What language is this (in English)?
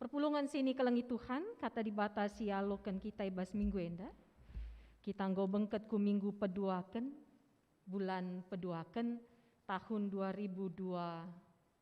Batak Karo